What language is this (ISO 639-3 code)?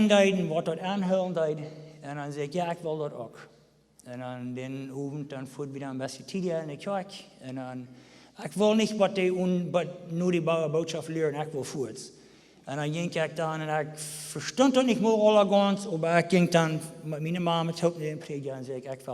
pdt